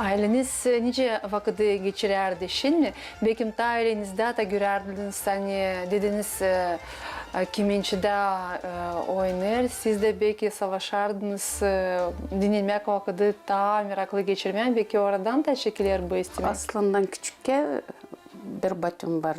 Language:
Gagauz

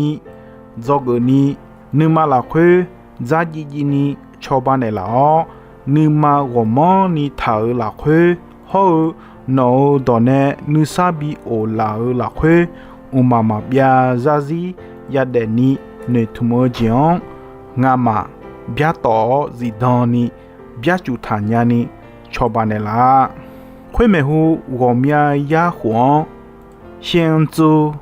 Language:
Akha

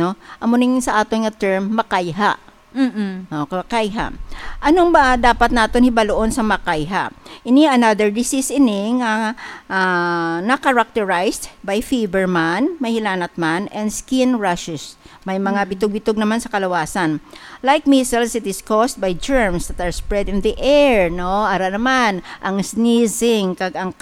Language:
Hiligaynon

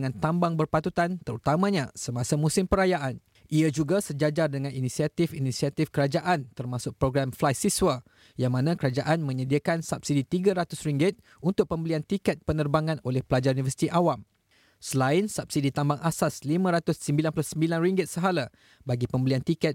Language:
Malay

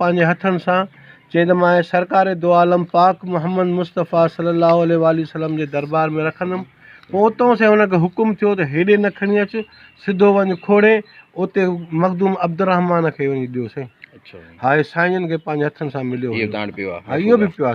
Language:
Sindhi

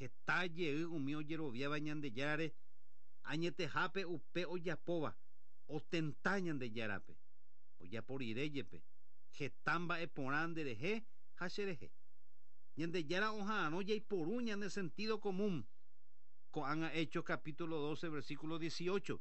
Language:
Guarani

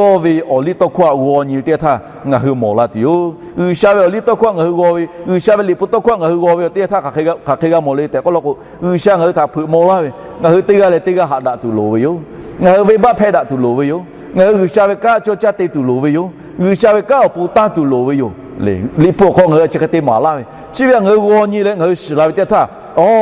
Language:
Lahu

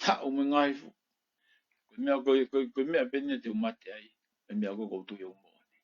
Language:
Tongan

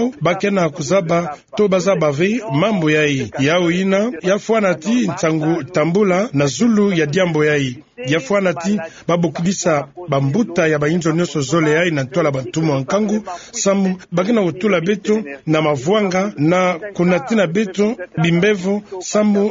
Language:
Kituba (Democratic Republic of Congo)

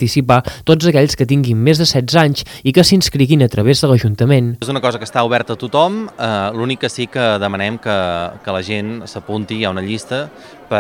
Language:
Catalan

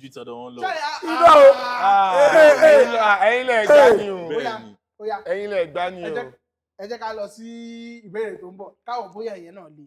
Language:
Yoruba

